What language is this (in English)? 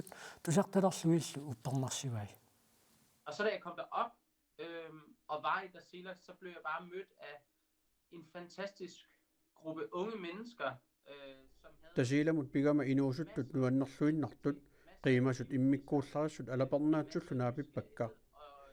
Kalaallisut